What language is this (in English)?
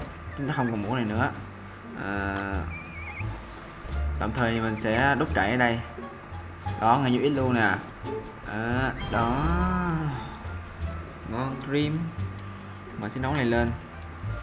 Vietnamese